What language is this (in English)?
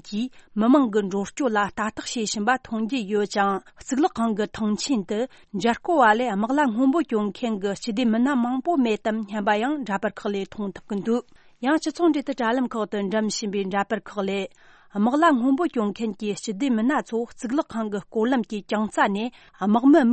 Tibetan